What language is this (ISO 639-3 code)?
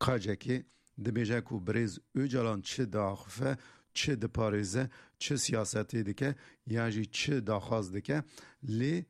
kur